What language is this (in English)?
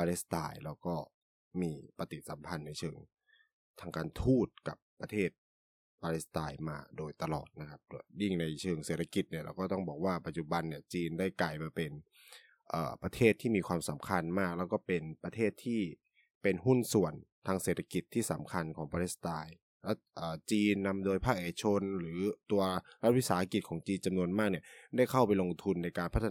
Thai